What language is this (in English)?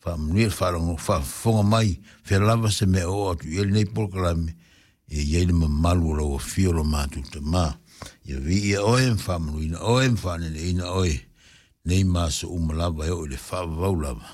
Samoan